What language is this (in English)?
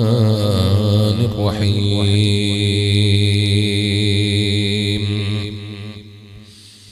Malayalam